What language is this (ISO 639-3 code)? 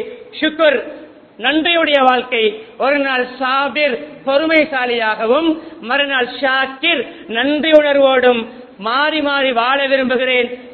tam